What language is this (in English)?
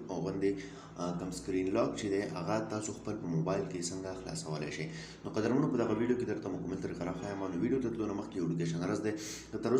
Pashto